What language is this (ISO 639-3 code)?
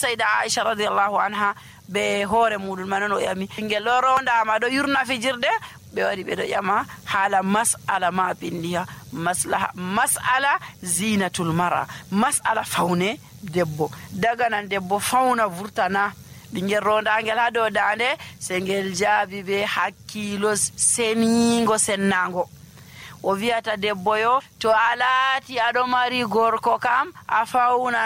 fuv